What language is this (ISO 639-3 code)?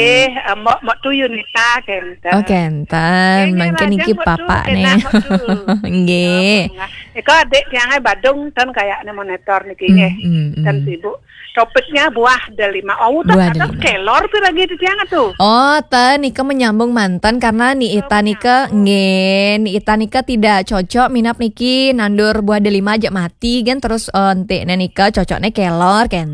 ban